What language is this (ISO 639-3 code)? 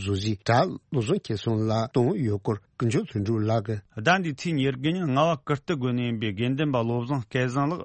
bod